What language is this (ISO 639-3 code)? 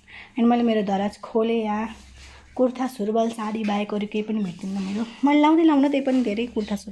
nep